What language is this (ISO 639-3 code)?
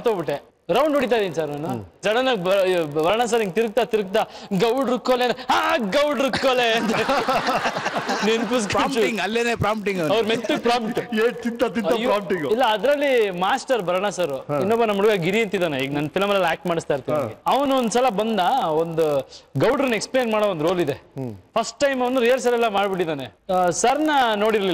kan